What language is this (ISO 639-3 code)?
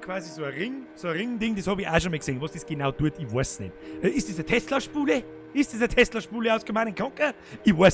bar